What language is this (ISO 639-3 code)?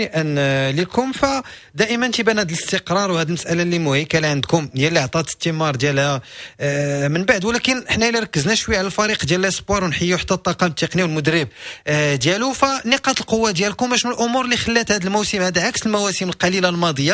ary